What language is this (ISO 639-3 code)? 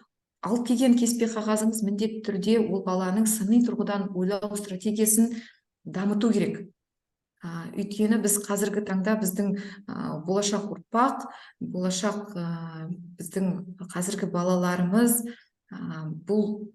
kaz